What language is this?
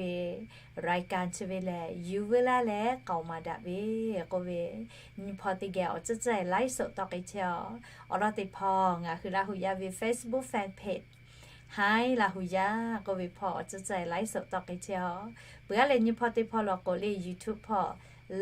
Lahu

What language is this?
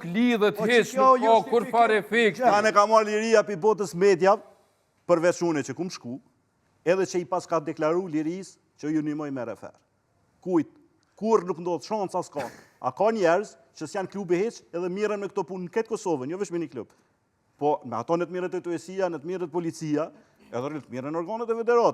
Albanian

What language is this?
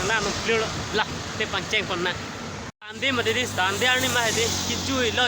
Karbi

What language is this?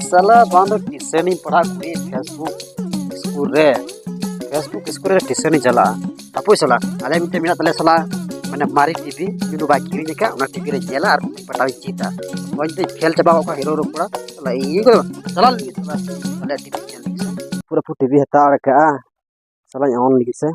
Santali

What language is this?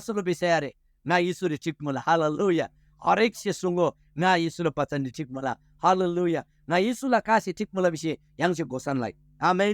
Eastern Tamang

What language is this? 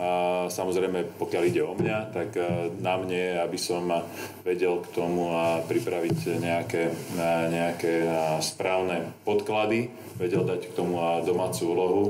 Slovak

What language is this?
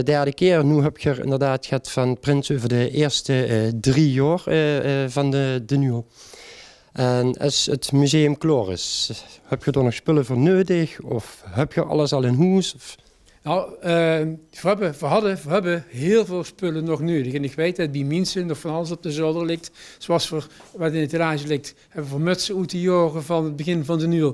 Limburgish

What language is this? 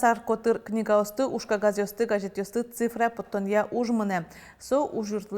Udmurt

